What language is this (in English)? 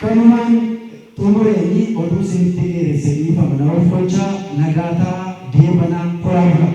Oromo